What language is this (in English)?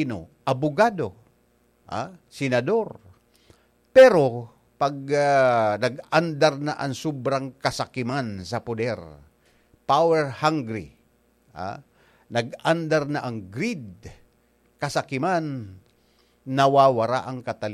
Bikol